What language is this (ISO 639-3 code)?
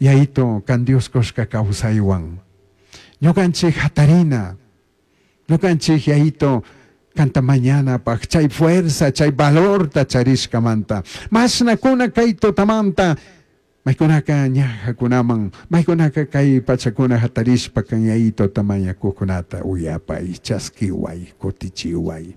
qug